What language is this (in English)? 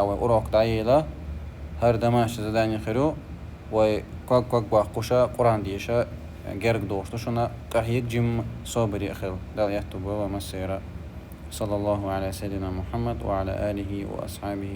Chechen